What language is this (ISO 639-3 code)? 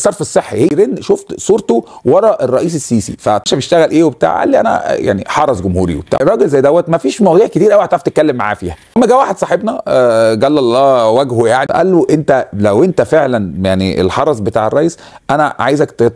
arz